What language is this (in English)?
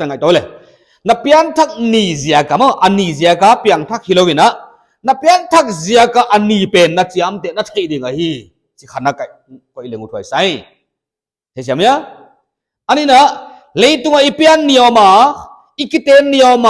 Paite Chin